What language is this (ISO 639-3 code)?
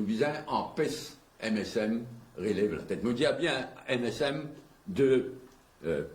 mfe